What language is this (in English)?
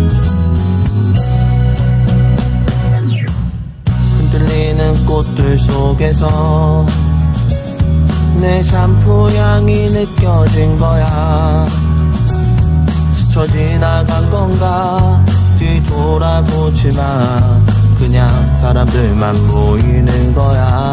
Korean